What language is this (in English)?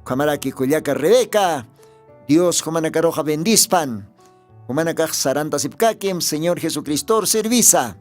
Aymara